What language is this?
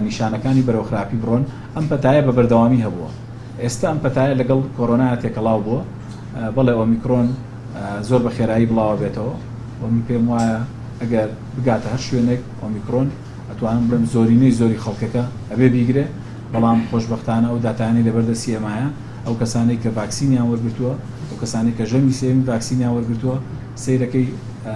Central Kurdish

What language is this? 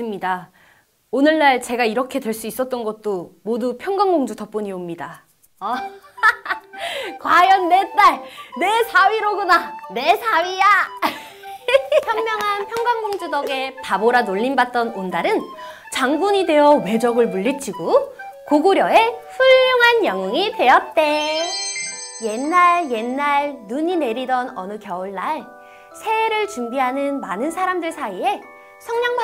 Korean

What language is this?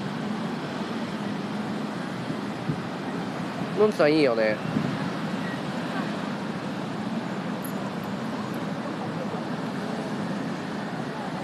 Japanese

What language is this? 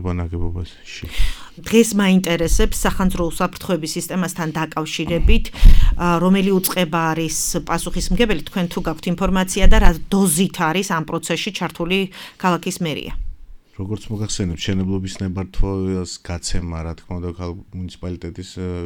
Georgian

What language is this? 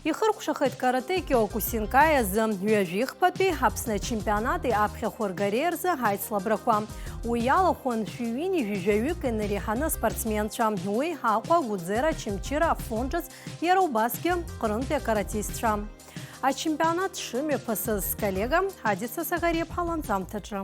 Abkhazian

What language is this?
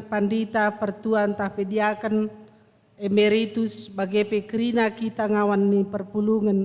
Batak Karo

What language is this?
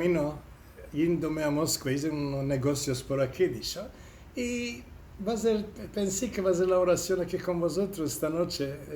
Ladino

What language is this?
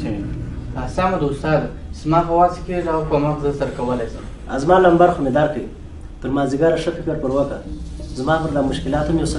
Pashto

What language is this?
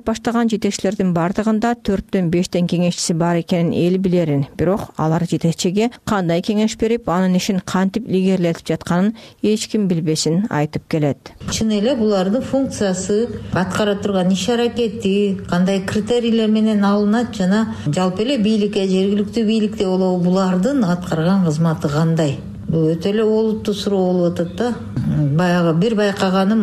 Kyrgyz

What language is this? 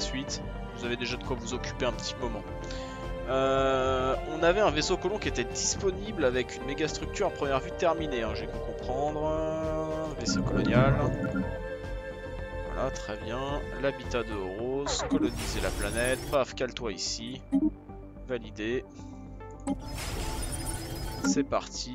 French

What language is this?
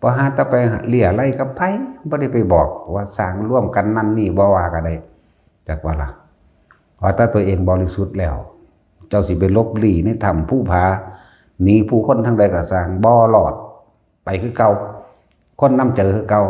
Northeastern Thai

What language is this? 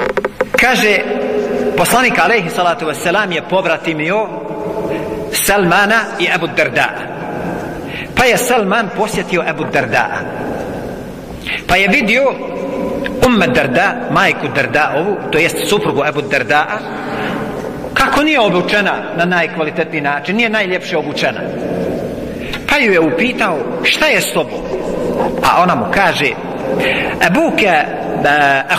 Bosnian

